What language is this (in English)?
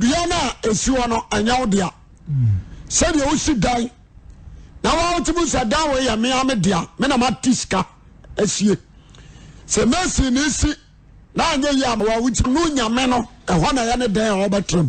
Akan